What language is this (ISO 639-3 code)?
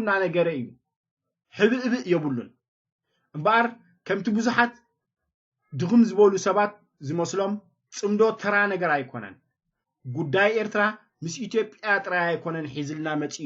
tir